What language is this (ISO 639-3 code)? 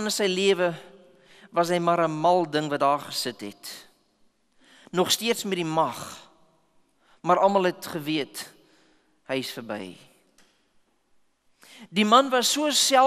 afr